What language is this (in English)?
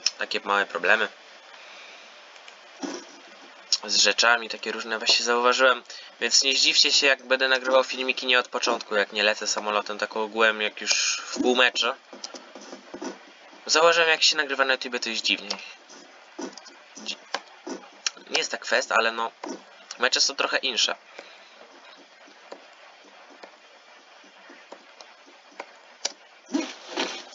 Polish